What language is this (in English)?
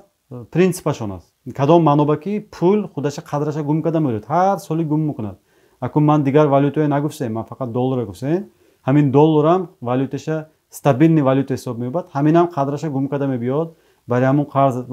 Tajik